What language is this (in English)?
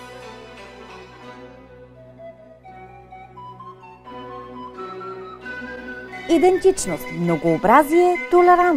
Bulgarian